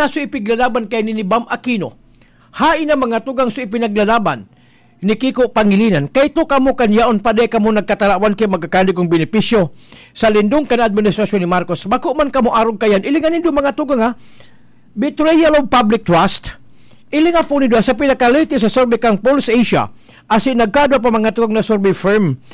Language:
Bikol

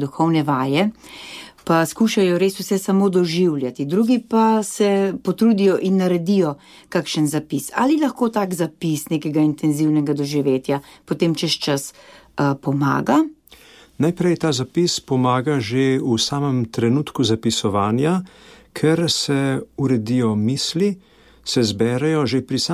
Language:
Slovenian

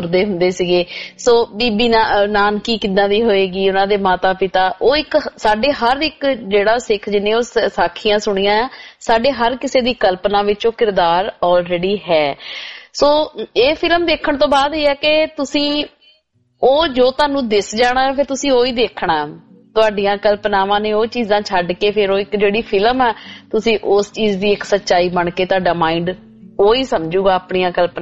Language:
Punjabi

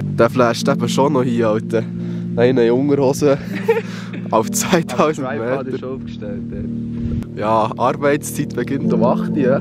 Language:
Swiss German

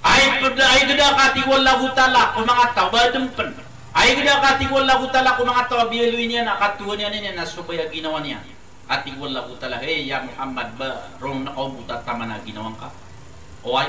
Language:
Maranao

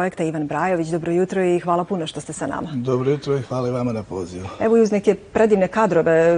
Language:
Bosnian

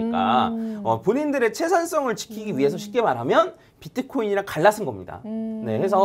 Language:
Korean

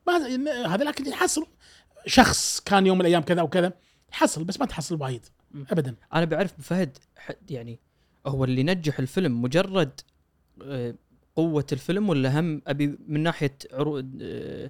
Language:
Gulf Arabic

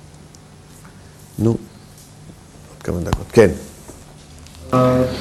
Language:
Hebrew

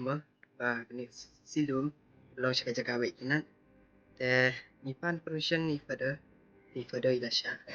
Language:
Khasi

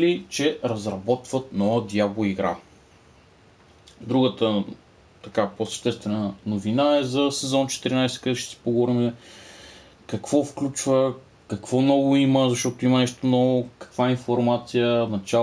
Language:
Bulgarian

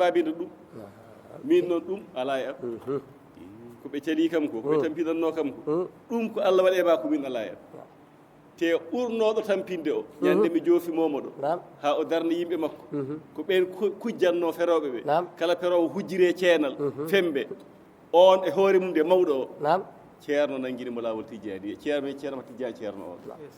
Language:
Fula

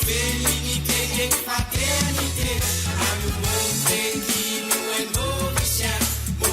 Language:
Morisyen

